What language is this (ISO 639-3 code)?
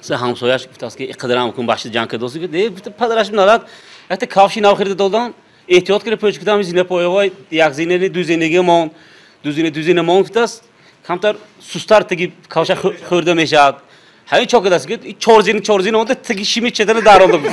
tgk